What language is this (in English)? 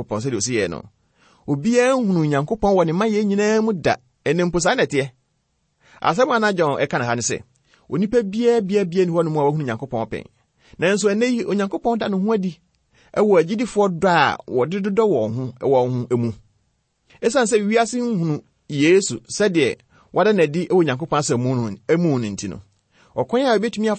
Akan